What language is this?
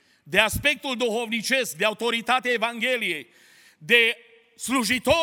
Romanian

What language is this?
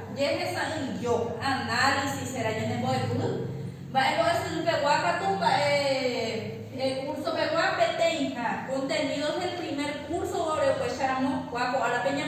Guarani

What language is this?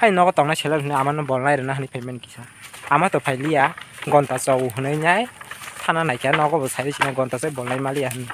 Kok Borok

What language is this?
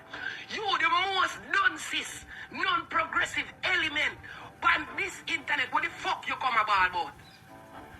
Jamaican Creole English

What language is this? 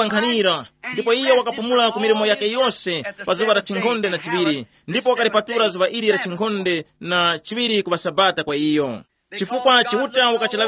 Tumbuka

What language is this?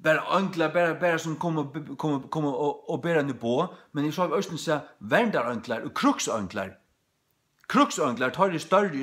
Faroese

